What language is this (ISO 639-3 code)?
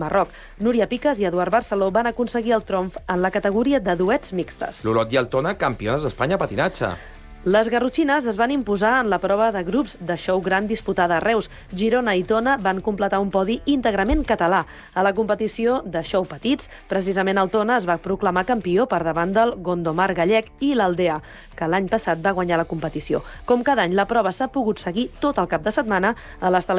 cat